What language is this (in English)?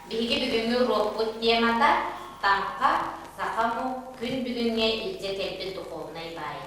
Yakut